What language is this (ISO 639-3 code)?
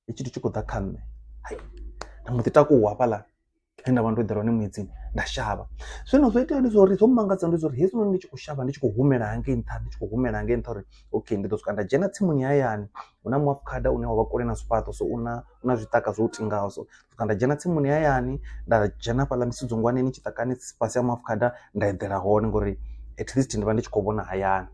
ven